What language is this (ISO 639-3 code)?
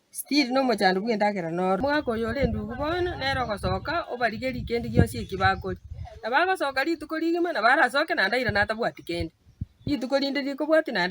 guz